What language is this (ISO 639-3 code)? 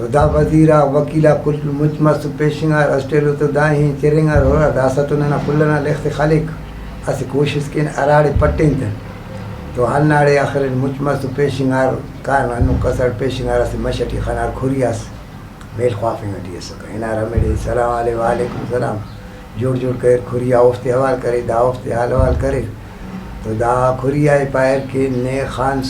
brh